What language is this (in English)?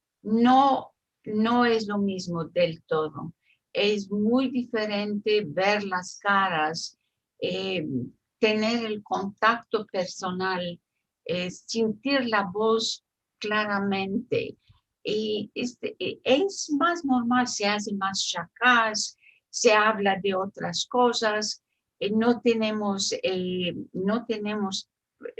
Ladino